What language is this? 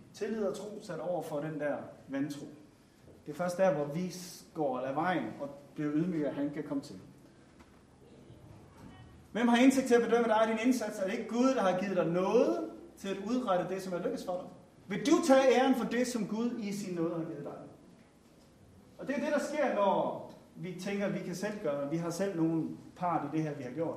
Danish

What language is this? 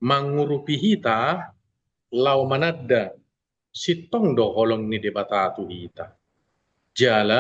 Batak Toba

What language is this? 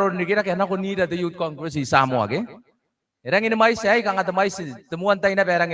Gilbertese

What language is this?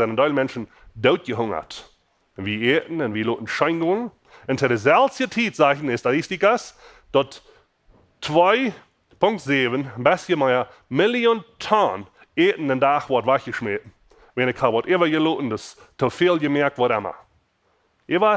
Plautdietsch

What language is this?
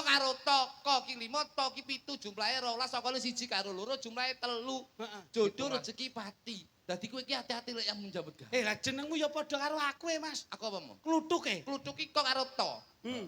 Javanese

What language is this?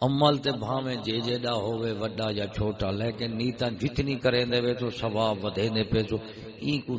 Saraiki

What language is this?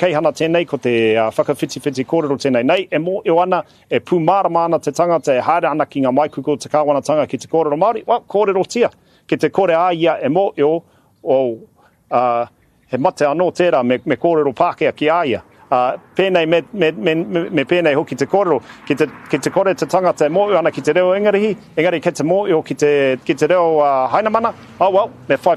Māori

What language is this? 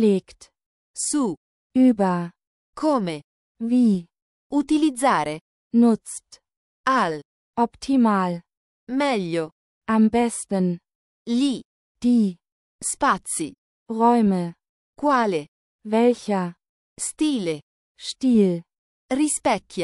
Italian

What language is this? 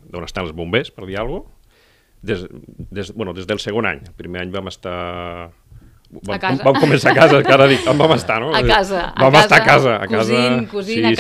Catalan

